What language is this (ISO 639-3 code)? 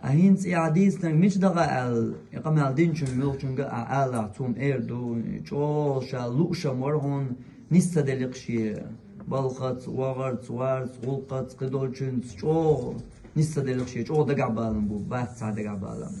che